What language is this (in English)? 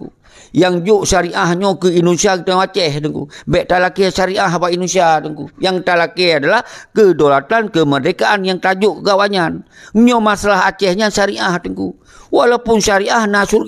Achinese